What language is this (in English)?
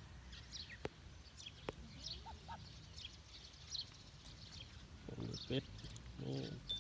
Lao